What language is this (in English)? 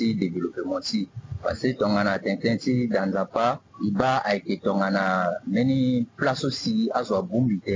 Sango